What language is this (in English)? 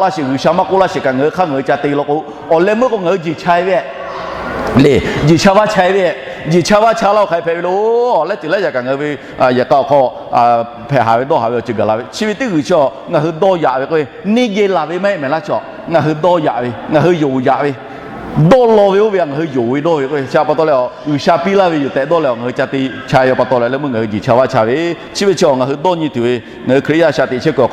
Lahu